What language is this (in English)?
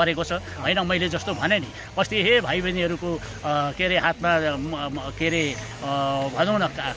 Nepali